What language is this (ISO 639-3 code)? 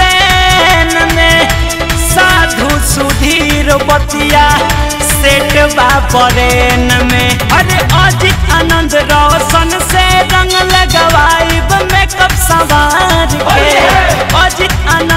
bho